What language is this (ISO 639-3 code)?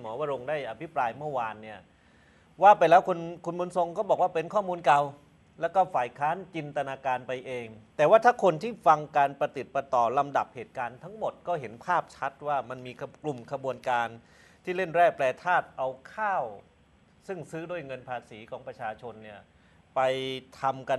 tha